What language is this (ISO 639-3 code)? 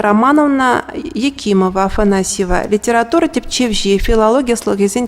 chv